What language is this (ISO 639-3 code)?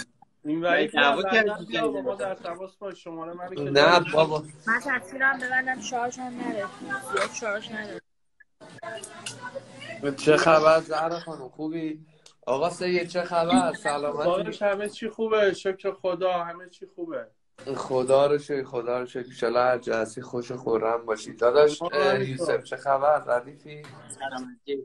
fas